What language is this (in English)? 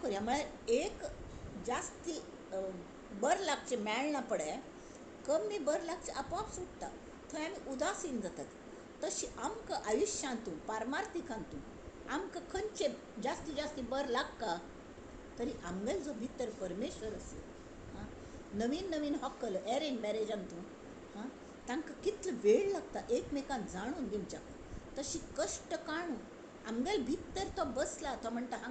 Konkani